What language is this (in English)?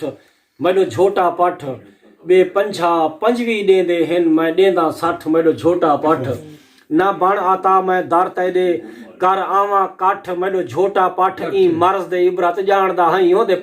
Saraiki